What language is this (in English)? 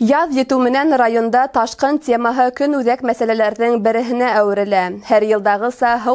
Bashkir